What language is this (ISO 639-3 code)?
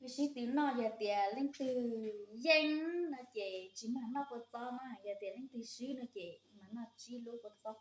hmn